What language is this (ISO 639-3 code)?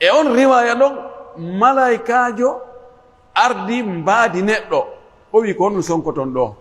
fuf